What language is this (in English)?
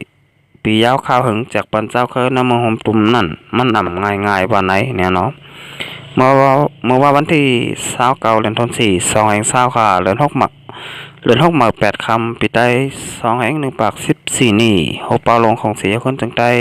Shan